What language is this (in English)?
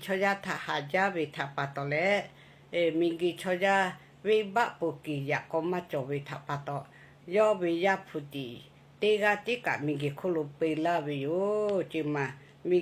Lahu